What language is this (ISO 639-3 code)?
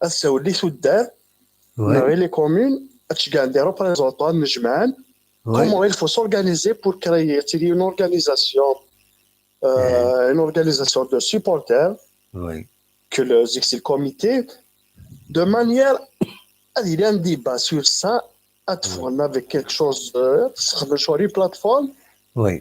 kab